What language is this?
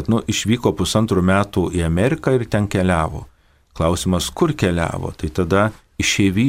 Lithuanian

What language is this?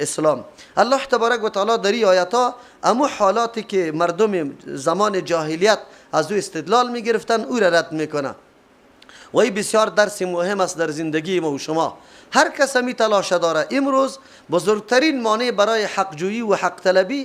Persian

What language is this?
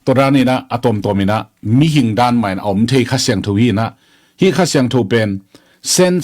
Tedim Chin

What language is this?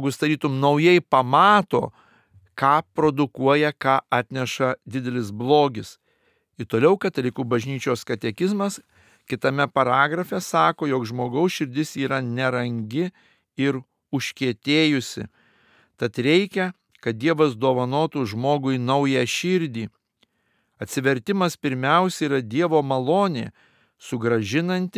Lithuanian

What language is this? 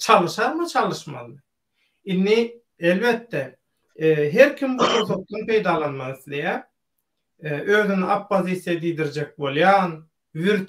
Turkmen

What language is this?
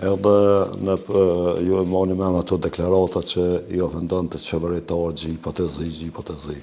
Albanian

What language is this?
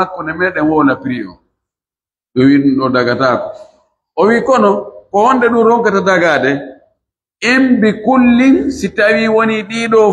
Pular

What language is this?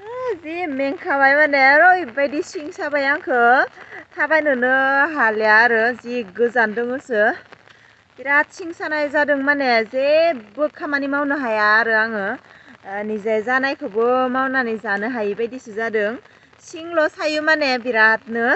Bodo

